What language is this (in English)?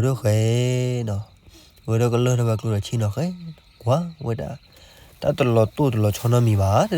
S'gaw Karen